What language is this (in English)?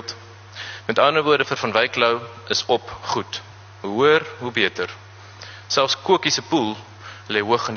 Afrikaans